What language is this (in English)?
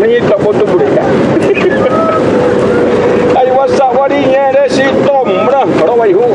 Xavánte